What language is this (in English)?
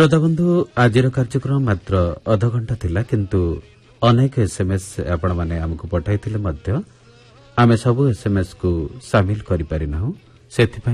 Odia